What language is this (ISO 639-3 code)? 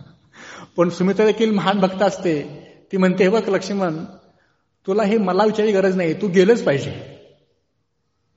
mar